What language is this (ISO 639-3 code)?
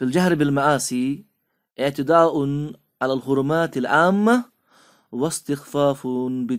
kas